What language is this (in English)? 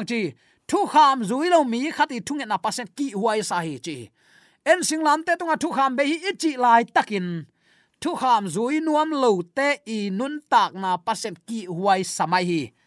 Tedim Chin